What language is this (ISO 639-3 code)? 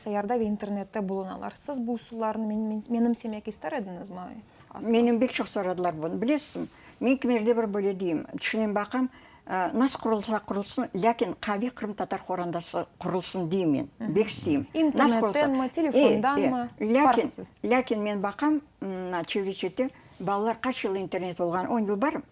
crh